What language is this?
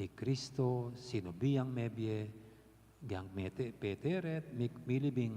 Pampanga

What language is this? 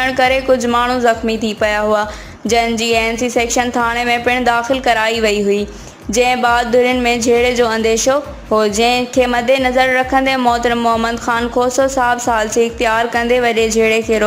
Sindhi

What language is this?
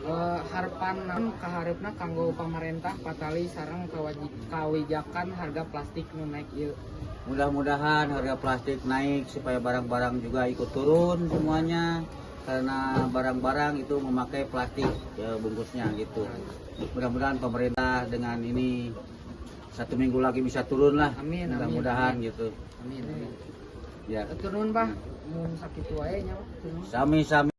Sundanese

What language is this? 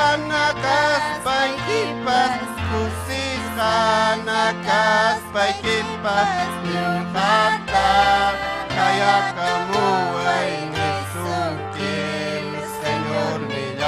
Ayacucho Quechua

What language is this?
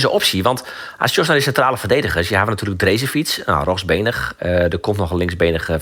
Western Frisian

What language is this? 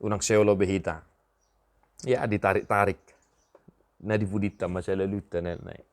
Batak Toba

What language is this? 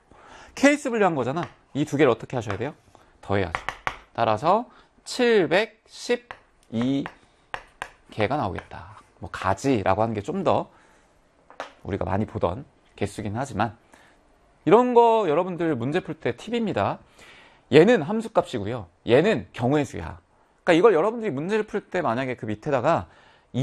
Korean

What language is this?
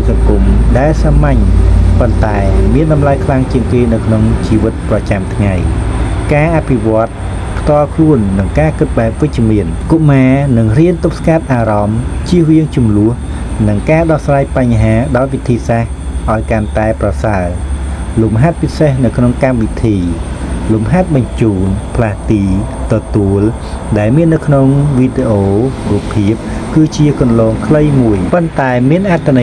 Khmer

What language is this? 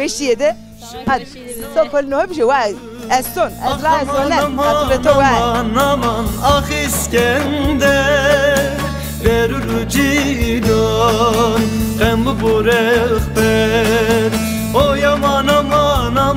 Zaza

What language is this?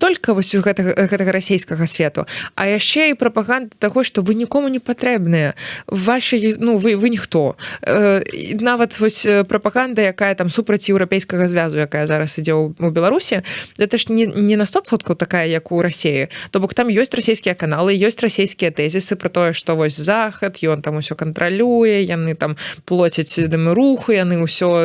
Belarusian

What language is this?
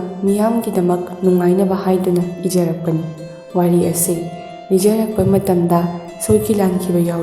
Manipuri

